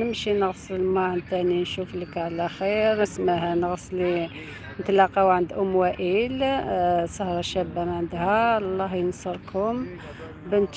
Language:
Algerian Arabic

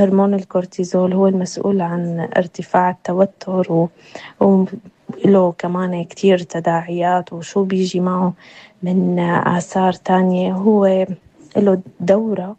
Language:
North Levantine Arabic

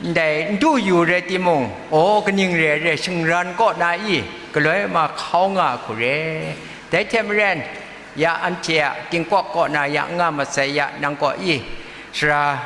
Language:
Kachin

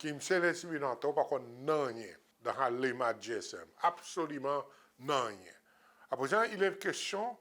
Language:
Seselwa Creole French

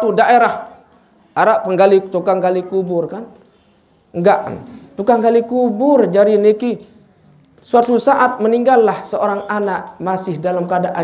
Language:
Sasak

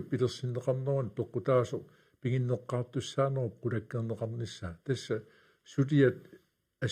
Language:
Kalaallisut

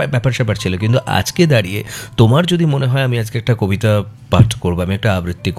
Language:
Bangla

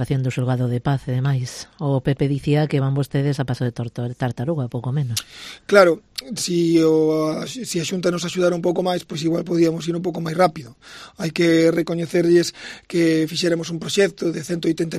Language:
Galician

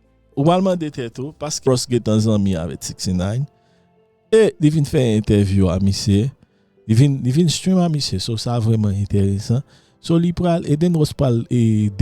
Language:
Haitian Creole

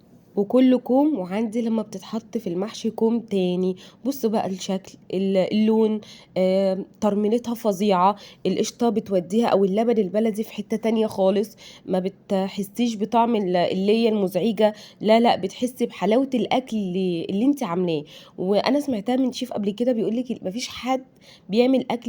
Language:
Egyptian Arabic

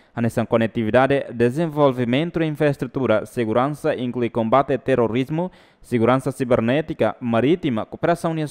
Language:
Tetum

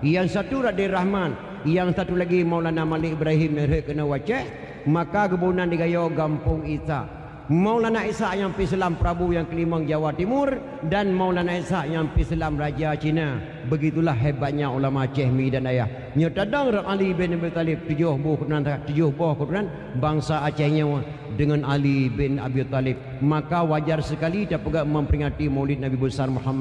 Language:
Achinese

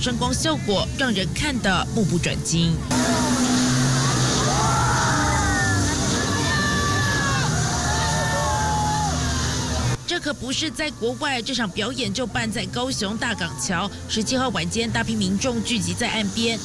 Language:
Chinese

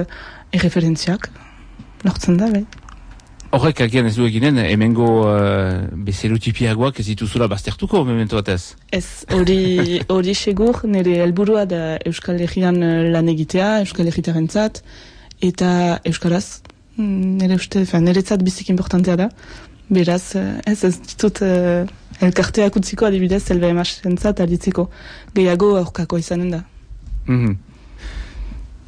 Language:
Basque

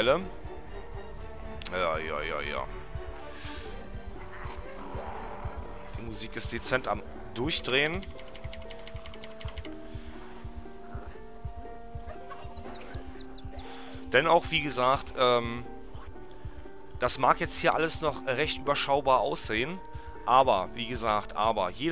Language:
German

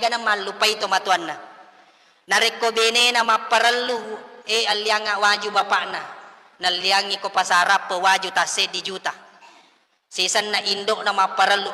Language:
Buginese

